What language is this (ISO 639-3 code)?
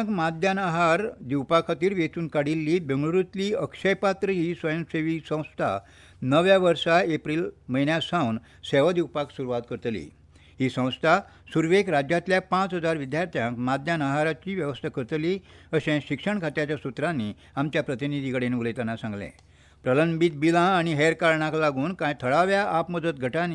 kok